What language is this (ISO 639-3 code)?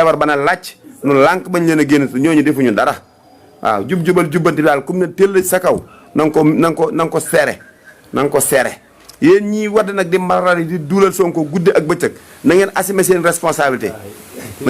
wol